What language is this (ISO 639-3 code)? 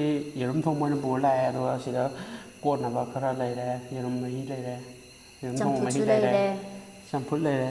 mni